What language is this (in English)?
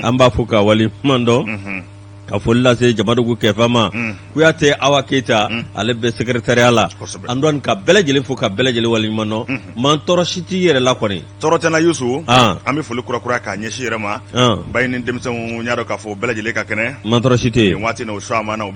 Bambara